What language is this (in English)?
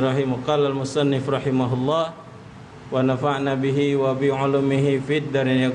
Musi